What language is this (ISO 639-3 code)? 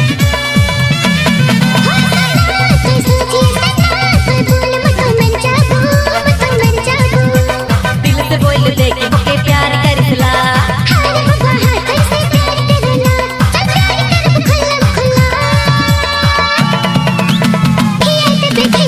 bho